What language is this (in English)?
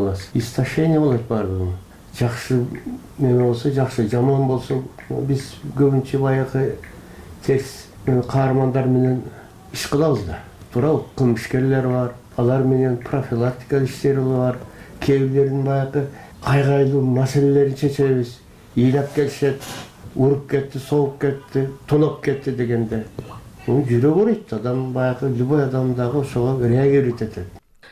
Kyrgyz